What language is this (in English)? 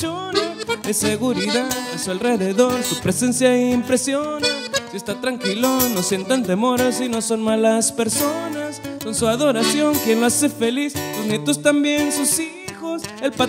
Spanish